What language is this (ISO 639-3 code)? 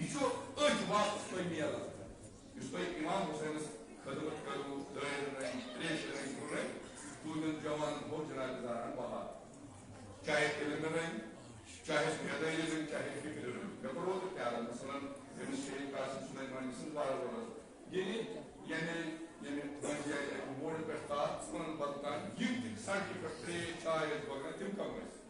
kas